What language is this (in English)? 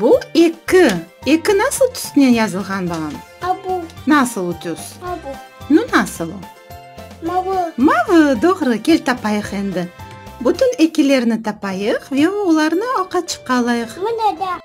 Crimean Tatar